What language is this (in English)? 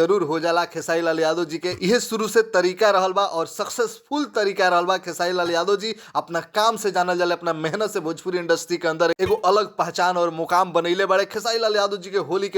Bhojpuri